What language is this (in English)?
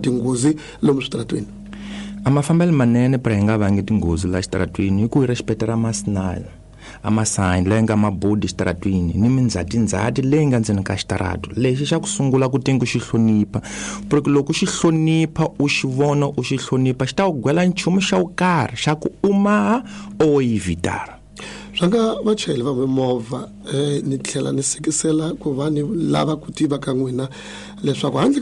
Tsonga